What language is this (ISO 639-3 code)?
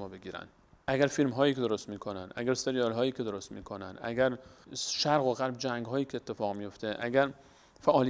fas